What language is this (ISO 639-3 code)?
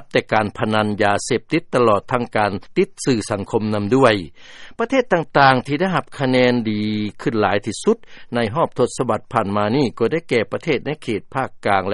lao